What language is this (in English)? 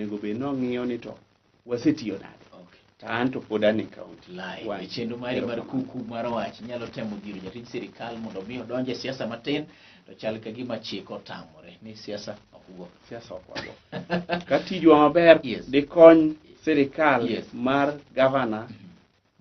Luo (Kenya and Tanzania)